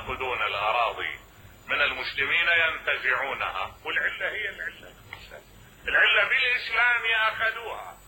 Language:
Mesopotamian Arabic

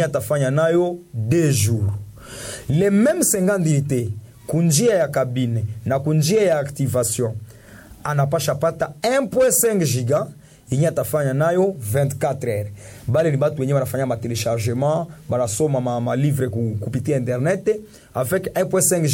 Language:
Swahili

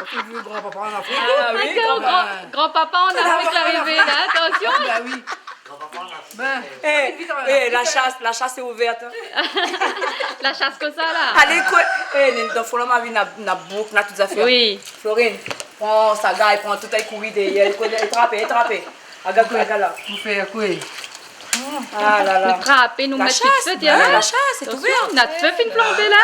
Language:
Réunion Creole French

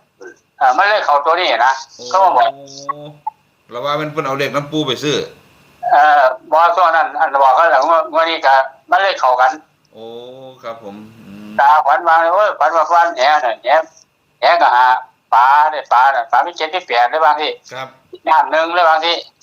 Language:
Northeastern Thai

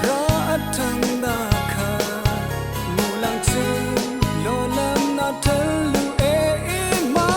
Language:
Rawang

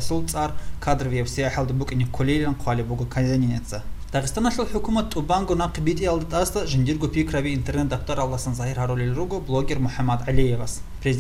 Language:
Avaric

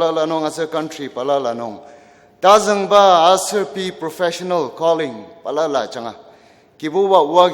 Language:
Ao Naga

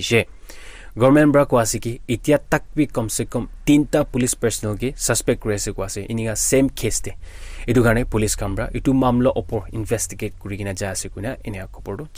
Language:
Naga Pidgin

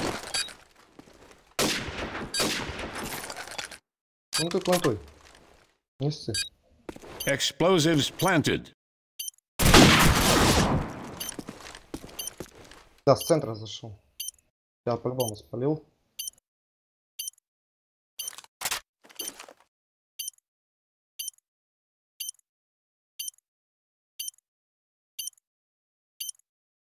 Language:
Russian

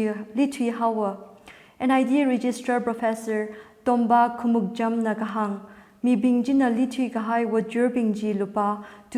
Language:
Tangkhul Naga (India)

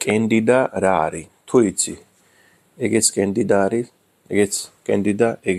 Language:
Georgian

